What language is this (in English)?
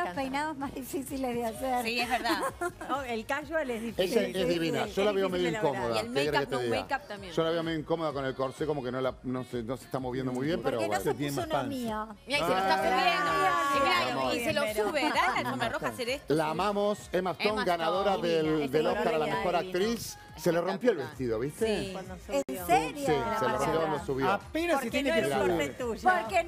Spanish